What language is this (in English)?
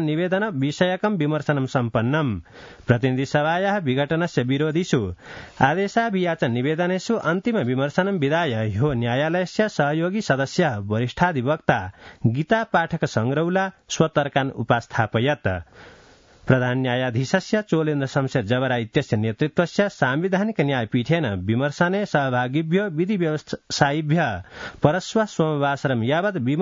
Sanskrit